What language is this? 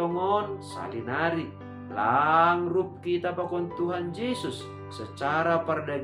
Batak Simalungun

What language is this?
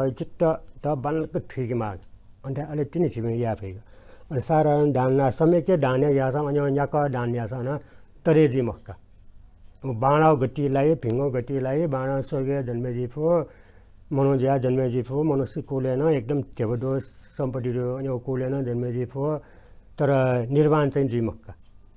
Newari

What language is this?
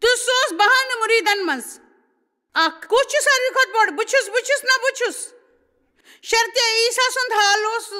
Kashmiri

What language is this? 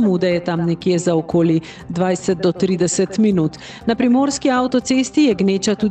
Slovenian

